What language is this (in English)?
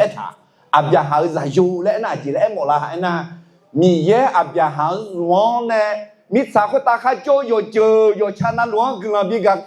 Akha